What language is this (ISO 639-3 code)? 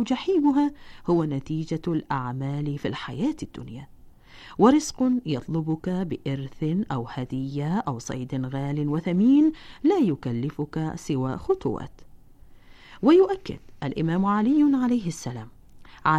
ara